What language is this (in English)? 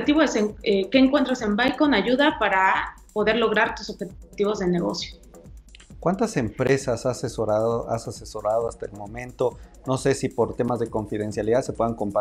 Spanish